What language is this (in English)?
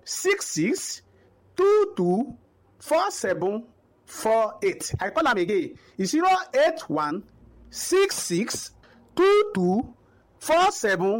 Nigerian Pidgin